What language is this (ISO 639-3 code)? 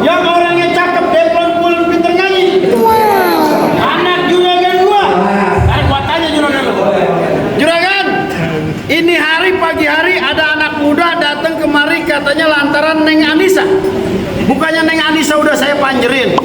bew